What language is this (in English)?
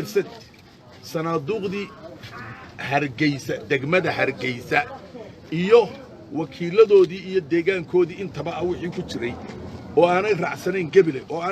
Somali